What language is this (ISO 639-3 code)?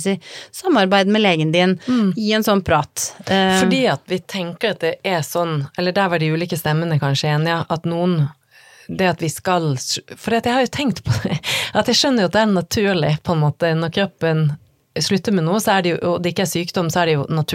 nor